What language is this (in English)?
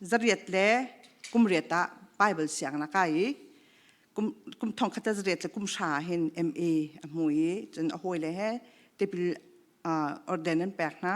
Hakha Chin